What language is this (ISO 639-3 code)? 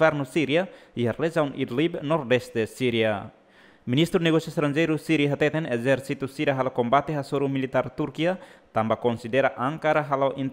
tet